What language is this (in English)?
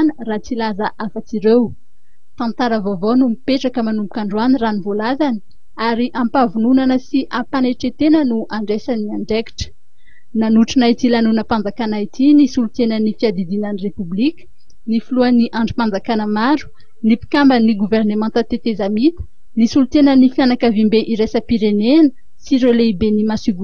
Malagasy